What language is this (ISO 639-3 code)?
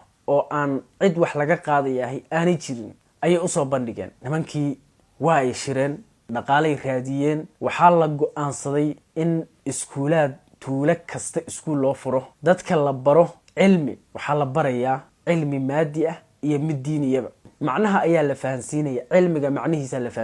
som